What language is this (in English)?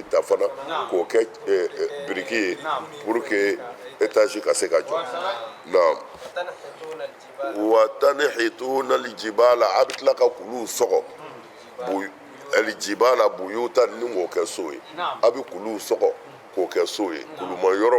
Bambara